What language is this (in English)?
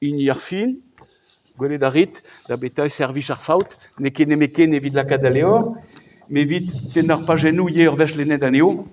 Breton